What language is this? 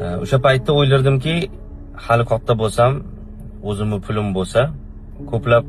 Uzbek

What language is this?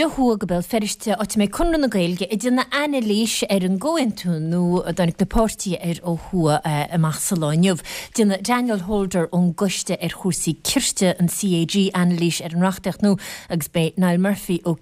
Irish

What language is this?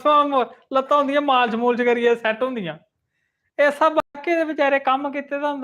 Dogri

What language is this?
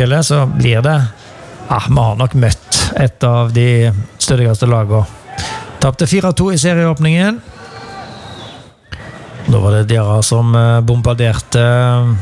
Norwegian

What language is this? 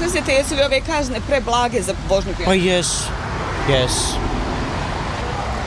Bosnian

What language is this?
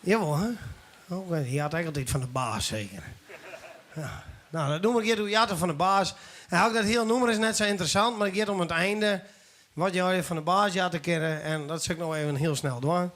Western Frisian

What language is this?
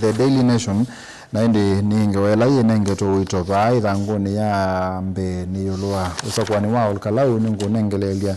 Kamba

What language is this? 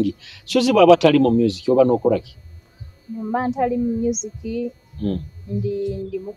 Nyoro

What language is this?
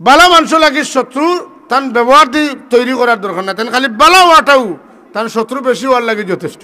Sylheti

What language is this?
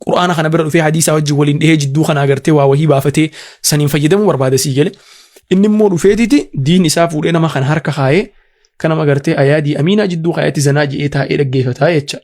Oromo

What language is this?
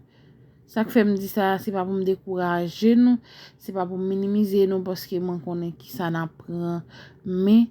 Haitian Creole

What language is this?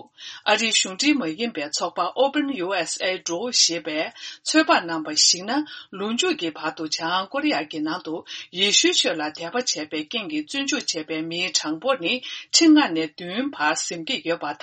Tibetan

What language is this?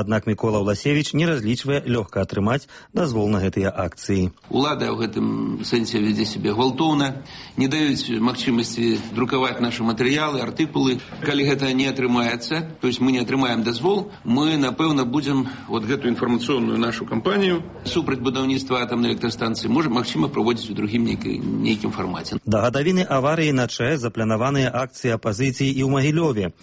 Belarusian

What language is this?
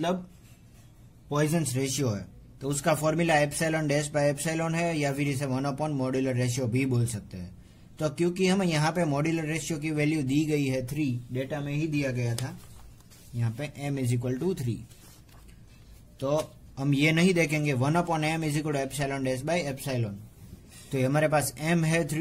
Hindi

